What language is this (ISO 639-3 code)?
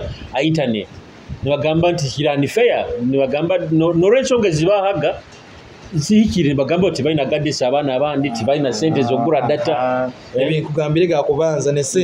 nyo